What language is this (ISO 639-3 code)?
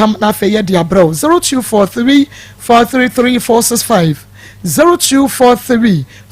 aka